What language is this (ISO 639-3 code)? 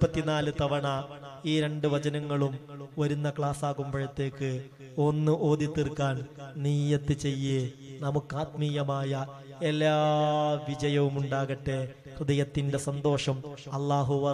mal